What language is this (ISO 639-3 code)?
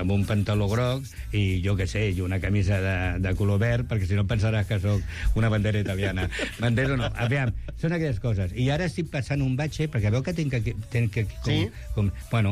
cat